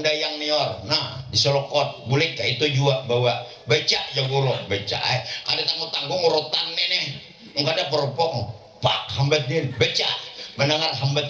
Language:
Banjar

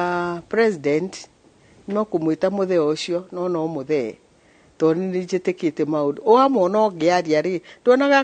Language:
Kikuyu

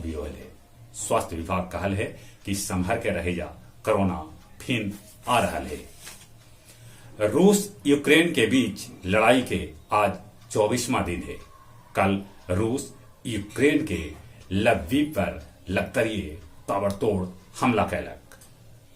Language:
Magahi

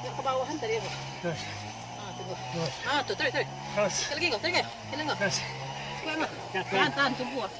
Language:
Minangkabau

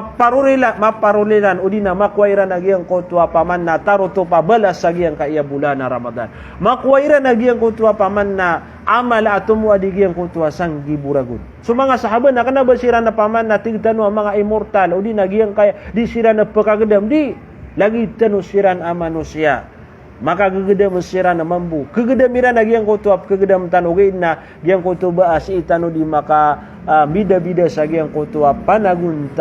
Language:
Maranao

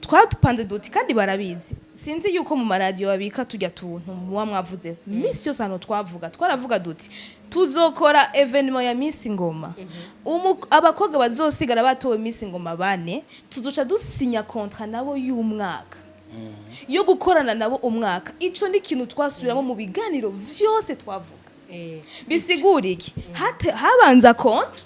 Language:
Rundi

